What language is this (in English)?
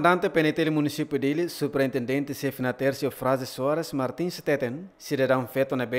Tetum